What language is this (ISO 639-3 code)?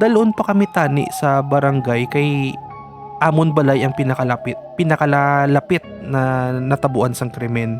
hil